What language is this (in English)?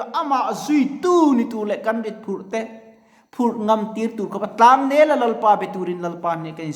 Mizo